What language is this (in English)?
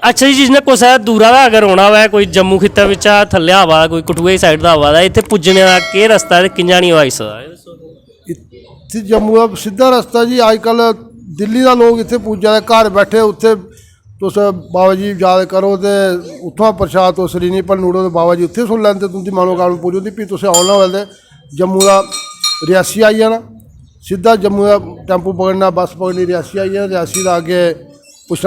Dogri